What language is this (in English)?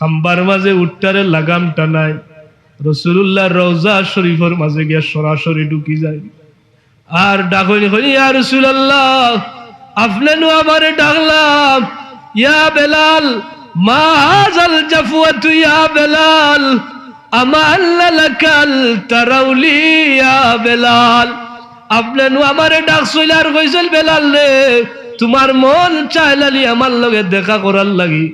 Sylheti